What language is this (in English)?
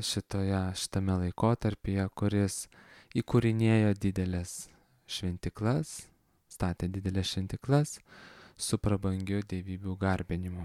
Lithuanian